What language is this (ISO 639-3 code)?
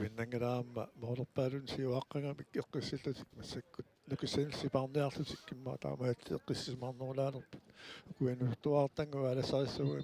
kal